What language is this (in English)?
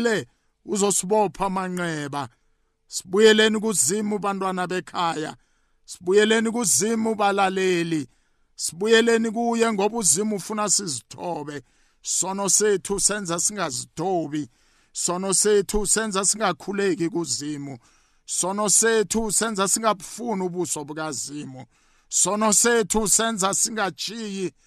South Ndebele